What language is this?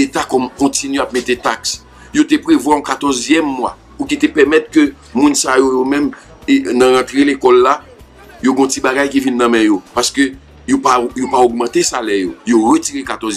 Haitian Creole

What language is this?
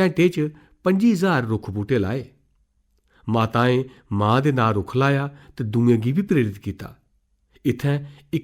Dogri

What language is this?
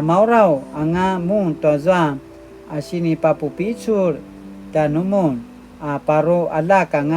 Paiwan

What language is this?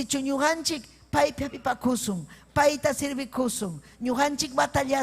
Ayacucho Quechua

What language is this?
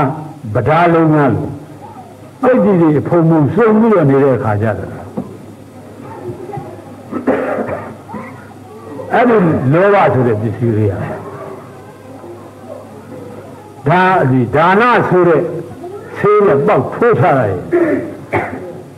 Burmese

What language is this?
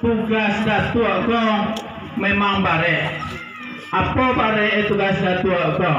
Minangkabau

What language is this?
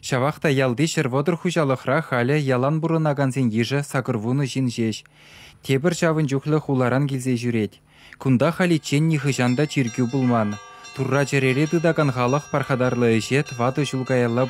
Chuvash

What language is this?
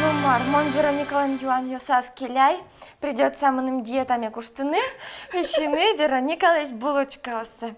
Udmurt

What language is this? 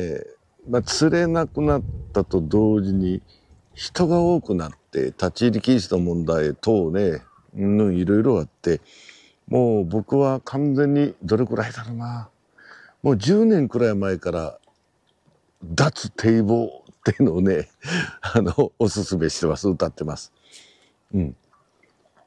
Japanese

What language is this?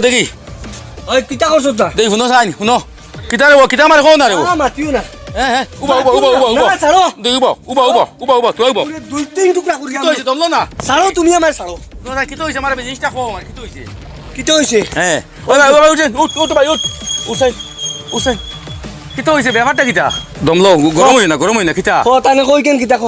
Sylheti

